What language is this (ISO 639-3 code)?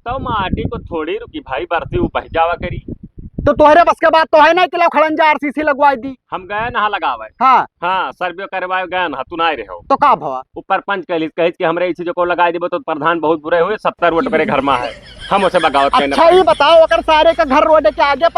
awa